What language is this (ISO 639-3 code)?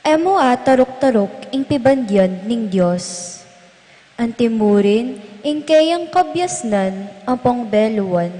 pam